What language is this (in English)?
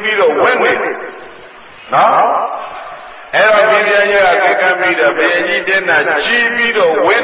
Burmese